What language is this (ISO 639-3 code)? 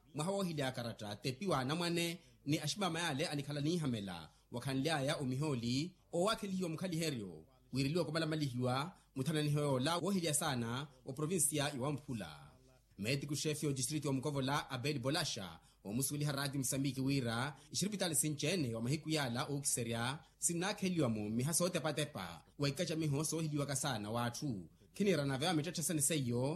vmw